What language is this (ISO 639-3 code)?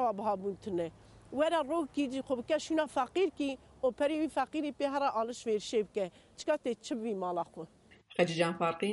kur